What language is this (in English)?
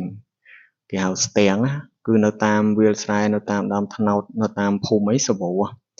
Khmer